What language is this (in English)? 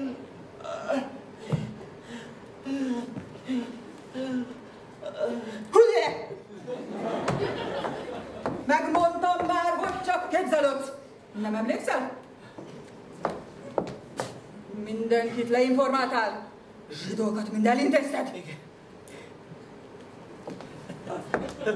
Hungarian